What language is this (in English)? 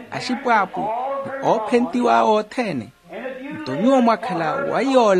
Makhuwa